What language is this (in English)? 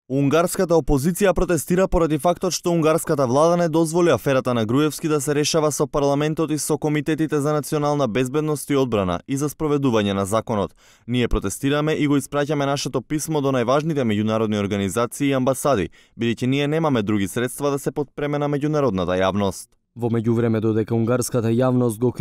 Macedonian